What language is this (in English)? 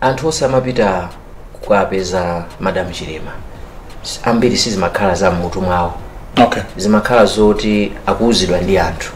Nyanja